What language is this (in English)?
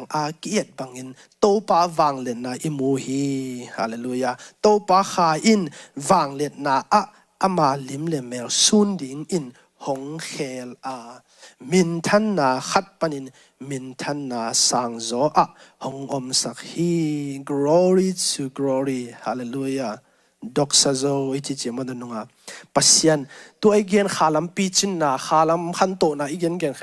Tedim Chin